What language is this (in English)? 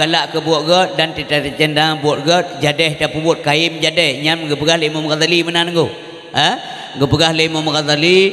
Achinese